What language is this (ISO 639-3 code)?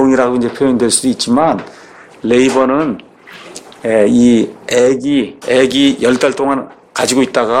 kor